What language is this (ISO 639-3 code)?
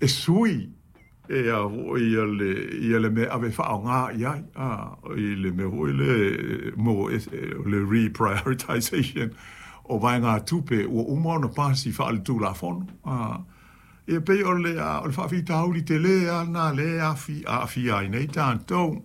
smo